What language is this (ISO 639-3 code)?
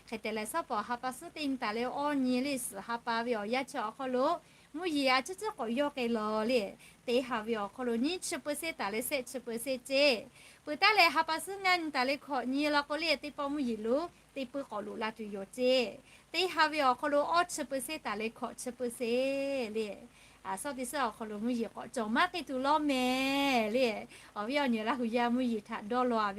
lhu